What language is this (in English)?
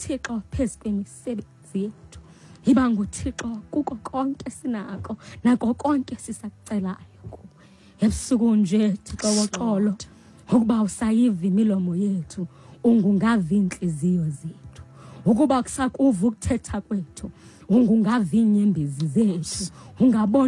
Xhosa